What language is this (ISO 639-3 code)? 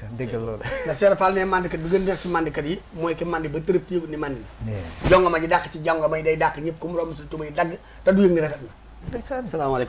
wol